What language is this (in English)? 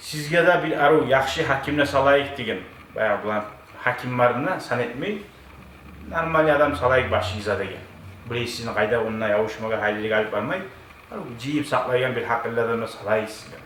Kumyk